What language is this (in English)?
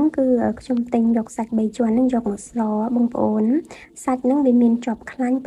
Khmer